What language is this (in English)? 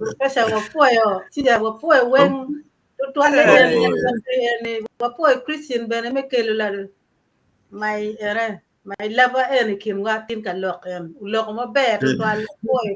Acoli